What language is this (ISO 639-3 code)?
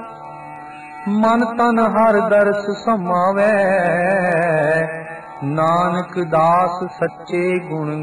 pan